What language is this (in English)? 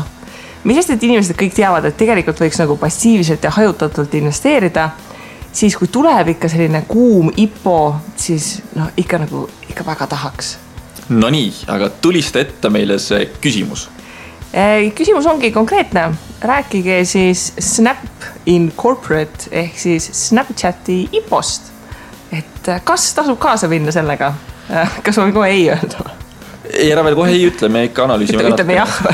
Estonian